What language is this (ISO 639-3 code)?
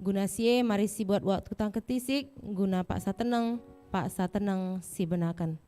btx